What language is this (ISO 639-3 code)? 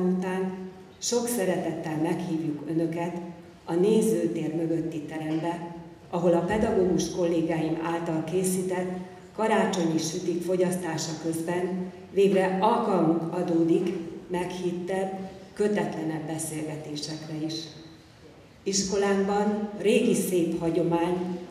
hun